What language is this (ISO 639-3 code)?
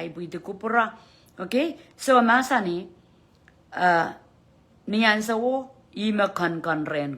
pon